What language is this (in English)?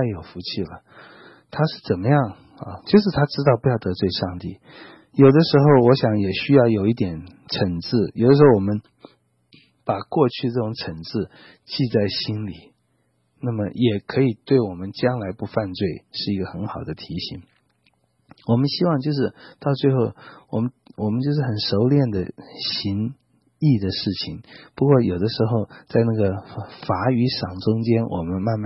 Chinese